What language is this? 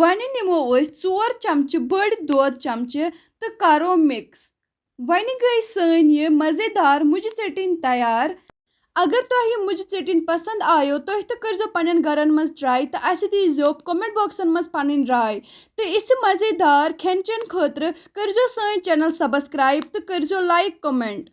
Kashmiri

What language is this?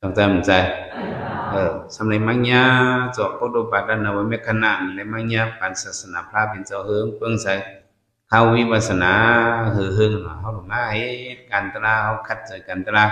Shan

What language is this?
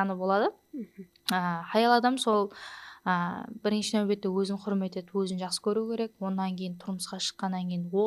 Kara-Kalpak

